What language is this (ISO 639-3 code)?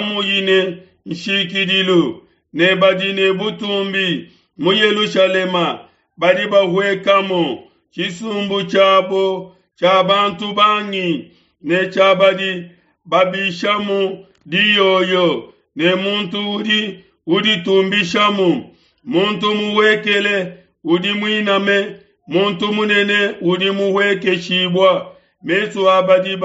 lua